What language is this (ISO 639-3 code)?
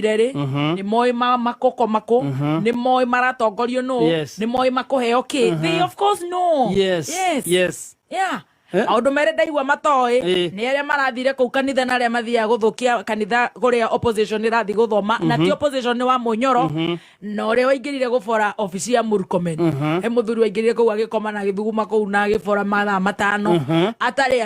kik